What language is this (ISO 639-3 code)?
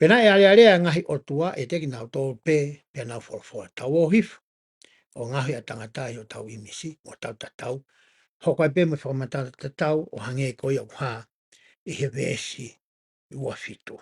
ton